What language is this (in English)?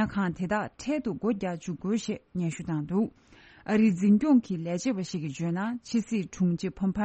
Tibetan